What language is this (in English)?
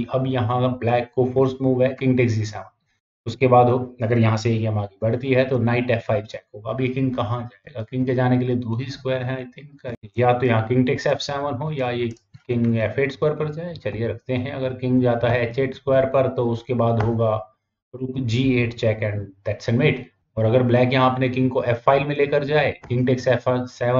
Hindi